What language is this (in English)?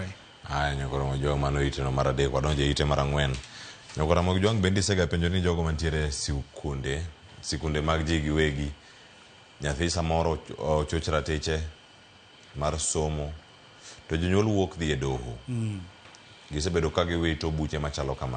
Luo (Kenya and Tanzania)